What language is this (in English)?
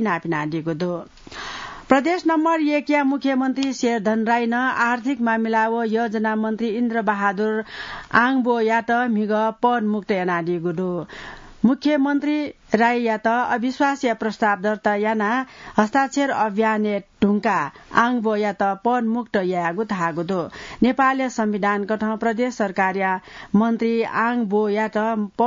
Newari